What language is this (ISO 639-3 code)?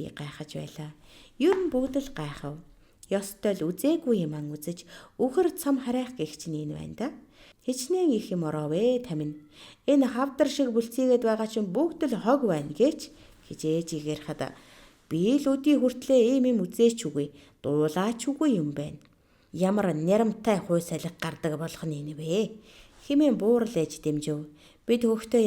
mon